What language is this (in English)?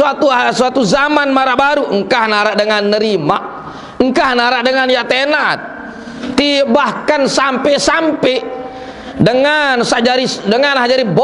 Sasak